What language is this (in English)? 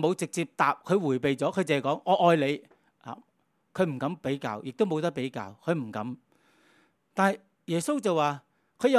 Cantonese